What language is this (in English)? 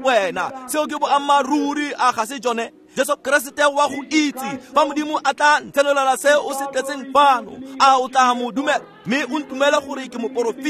Tswana